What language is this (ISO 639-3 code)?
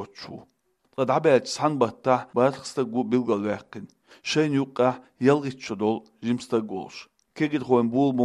che